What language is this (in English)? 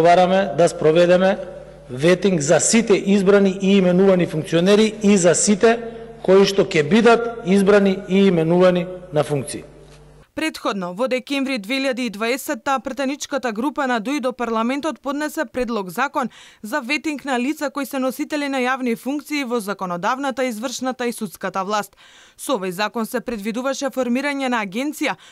Macedonian